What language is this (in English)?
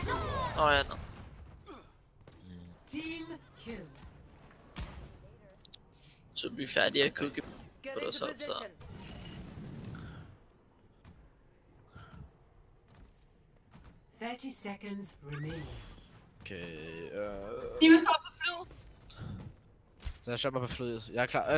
Danish